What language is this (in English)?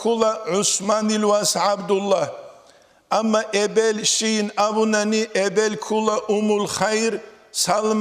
Avaric